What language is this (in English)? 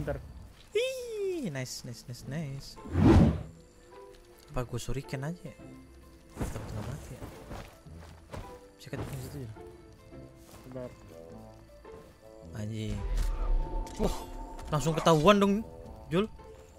Indonesian